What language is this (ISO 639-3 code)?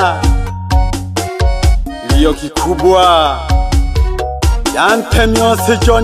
swa